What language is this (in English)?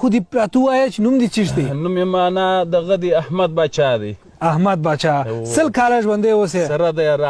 Pashto